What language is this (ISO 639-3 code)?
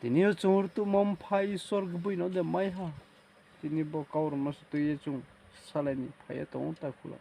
ria